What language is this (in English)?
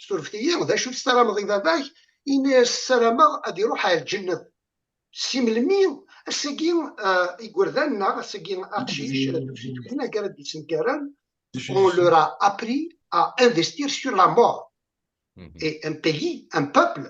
Kabyle